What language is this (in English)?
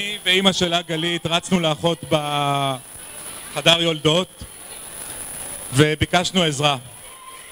Hebrew